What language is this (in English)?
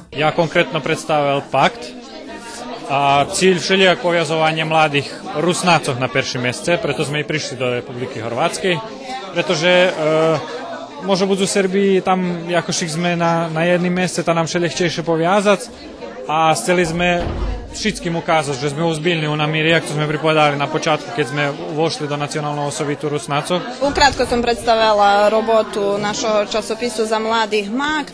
Rusyn